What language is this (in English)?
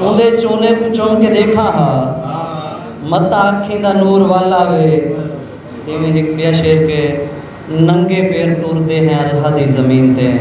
Saraiki